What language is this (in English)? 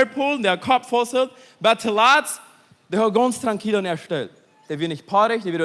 Plautdietsch